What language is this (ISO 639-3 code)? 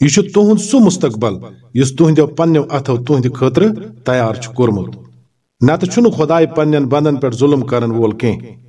kas